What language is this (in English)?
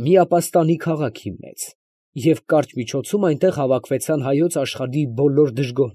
Armenian